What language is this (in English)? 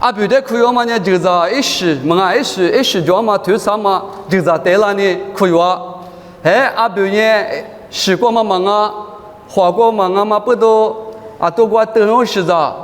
Lisu